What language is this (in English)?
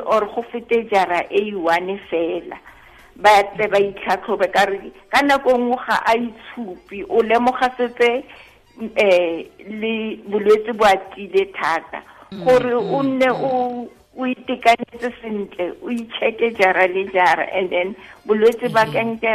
Tswana